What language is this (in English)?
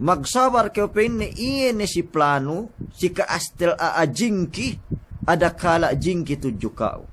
Yakan